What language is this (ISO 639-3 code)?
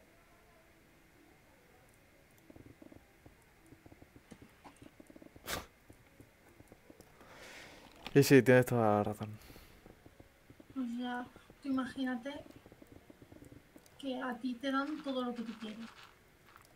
spa